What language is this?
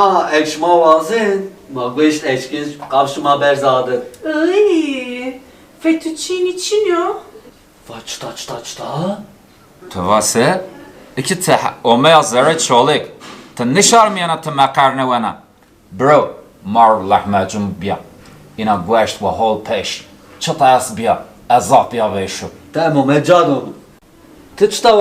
Zaza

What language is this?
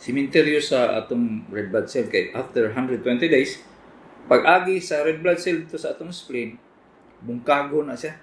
Cebuano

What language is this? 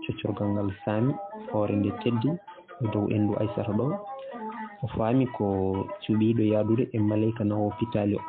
Fula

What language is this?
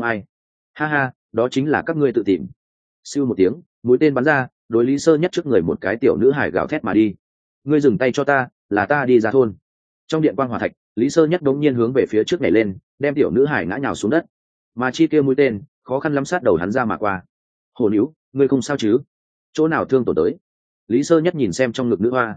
Vietnamese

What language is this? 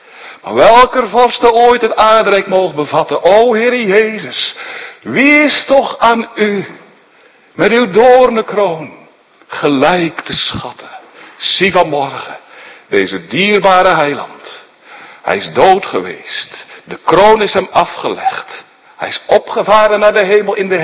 Dutch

